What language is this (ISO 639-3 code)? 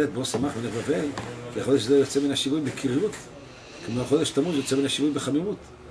heb